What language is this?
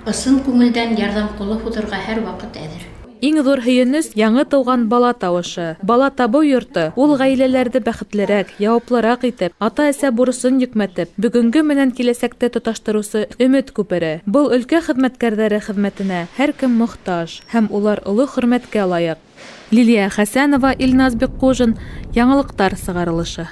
Bashkir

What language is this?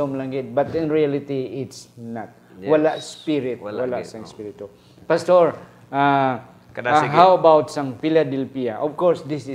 Hiligaynon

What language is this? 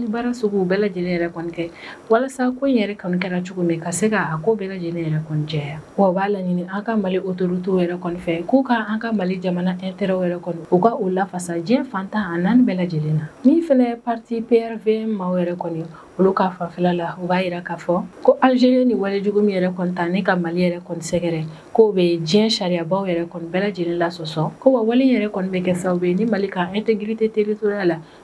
Bambara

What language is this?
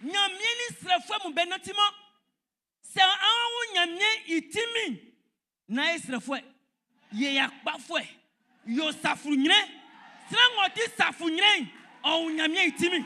Baoulé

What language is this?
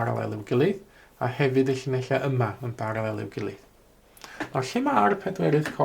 Welsh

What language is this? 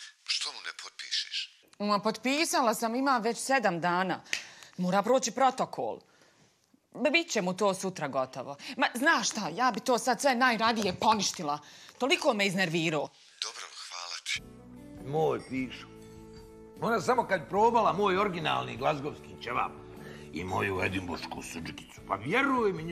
Bosnian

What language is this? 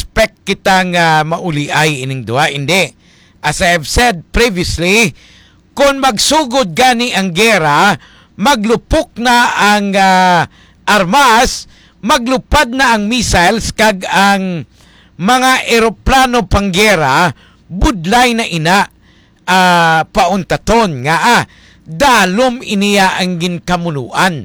Hiligaynon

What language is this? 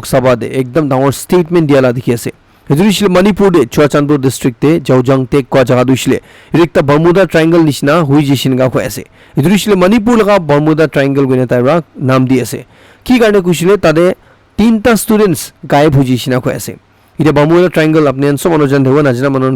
Naga Pidgin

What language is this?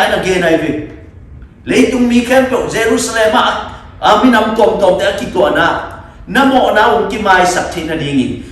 Tedim Chin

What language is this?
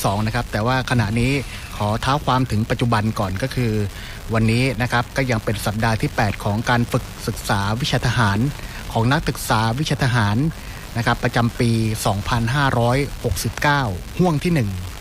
Thai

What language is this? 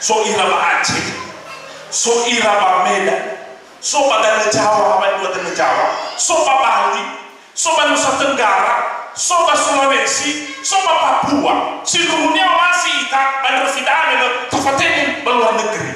Nias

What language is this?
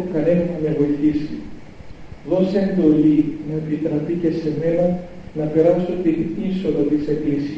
Greek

